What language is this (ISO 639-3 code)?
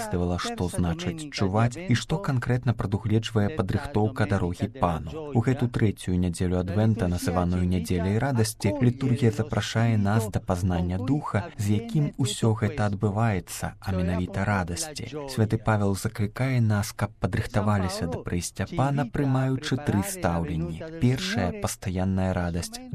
bel